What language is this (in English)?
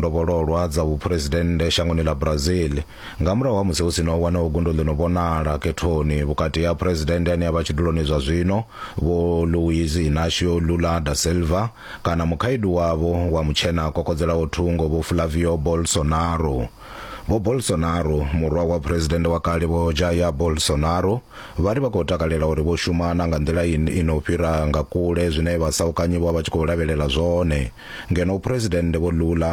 Venda